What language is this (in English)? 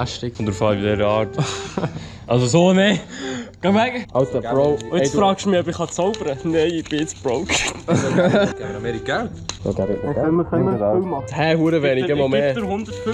Swiss German